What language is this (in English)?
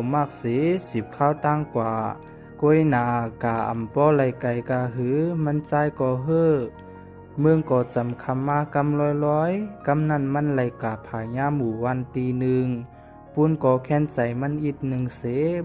Shan